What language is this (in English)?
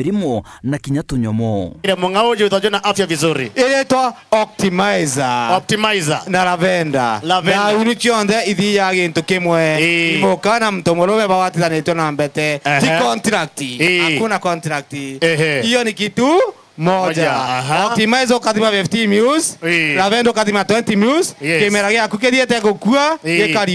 Meru